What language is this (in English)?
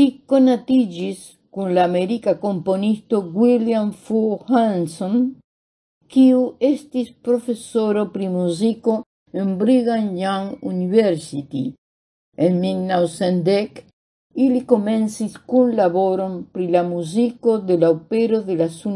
Esperanto